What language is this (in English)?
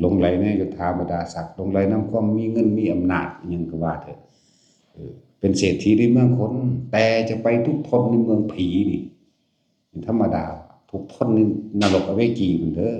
Northeastern Thai